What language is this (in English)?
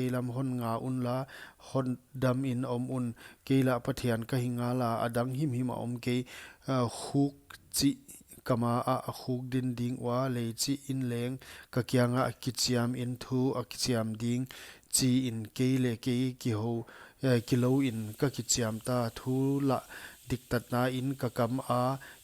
Paite Chin